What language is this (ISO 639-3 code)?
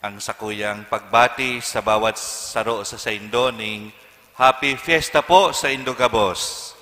bik